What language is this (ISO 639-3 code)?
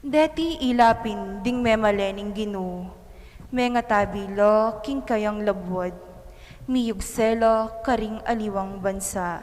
pam